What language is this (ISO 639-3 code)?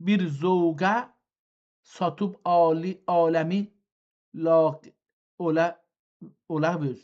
azb